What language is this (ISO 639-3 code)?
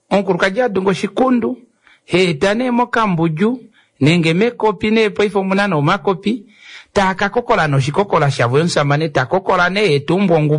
kua